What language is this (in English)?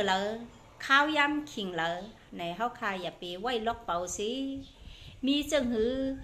Shan